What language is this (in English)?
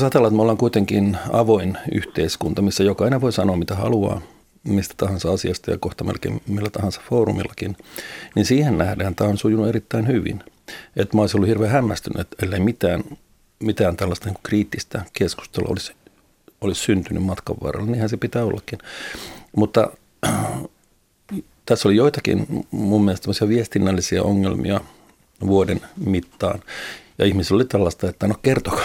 Finnish